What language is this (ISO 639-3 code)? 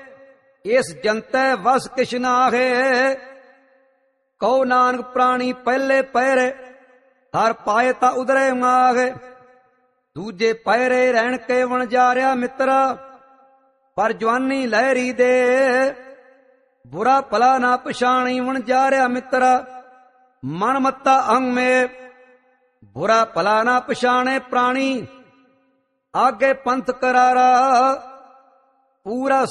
pan